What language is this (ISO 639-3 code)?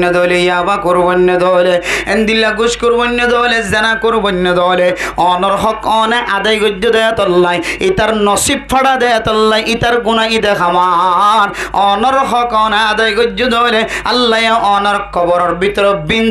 rhg